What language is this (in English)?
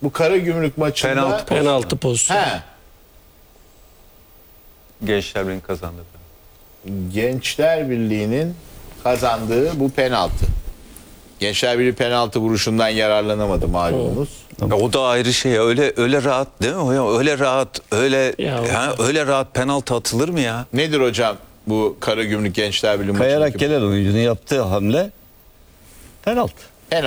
Turkish